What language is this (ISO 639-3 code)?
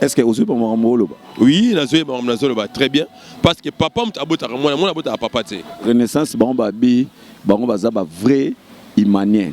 lin